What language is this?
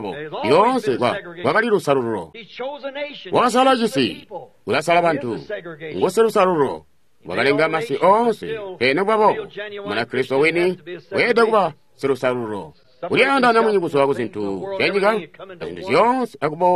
Tonga (Zambia)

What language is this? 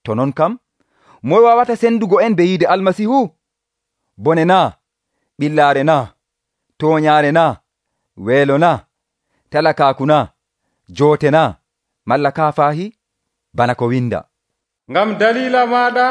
Nigerian Fulfulde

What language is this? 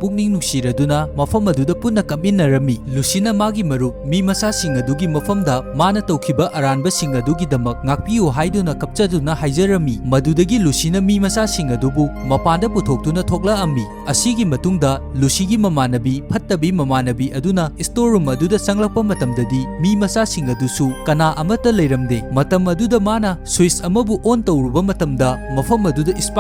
Manipuri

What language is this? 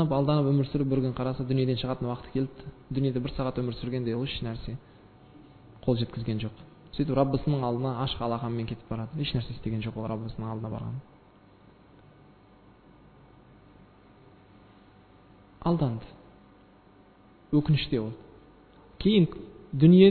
Kazakh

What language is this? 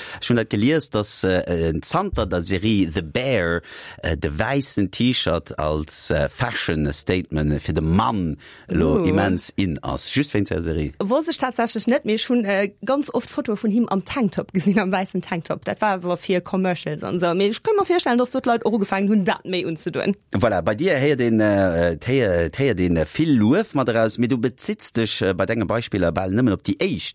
Luxembourgish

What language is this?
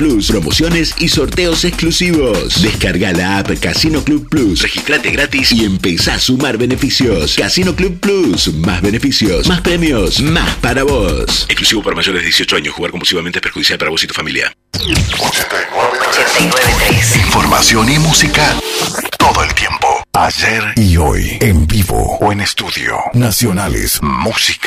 Spanish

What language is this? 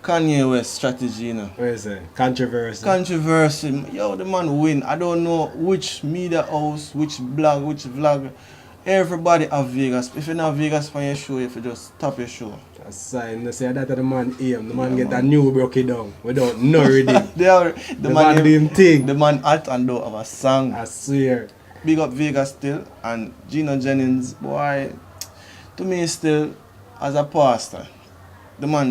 Jamaican Creole English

